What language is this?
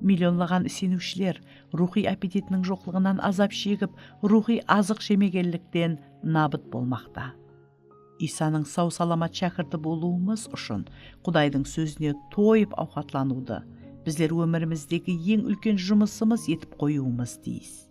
Kara-Kalpak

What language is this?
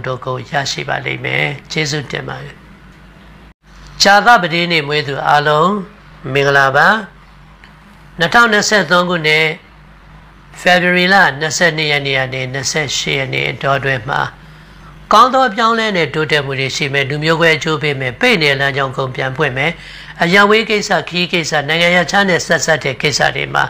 Burmese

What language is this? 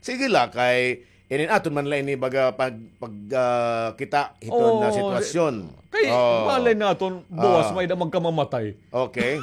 Waray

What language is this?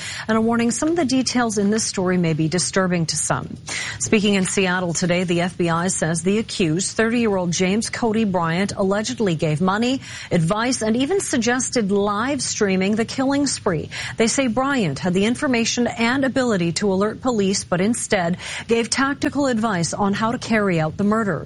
English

